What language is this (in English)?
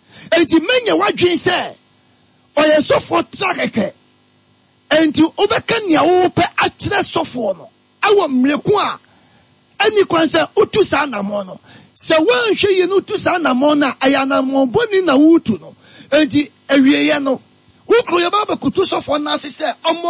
Akan